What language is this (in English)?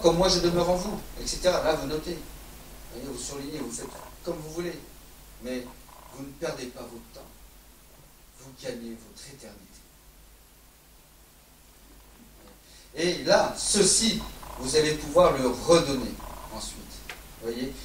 French